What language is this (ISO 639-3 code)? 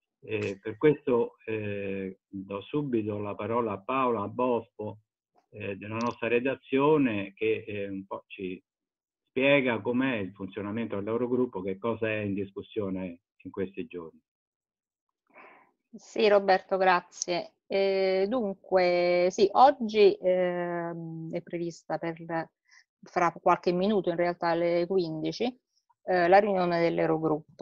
ita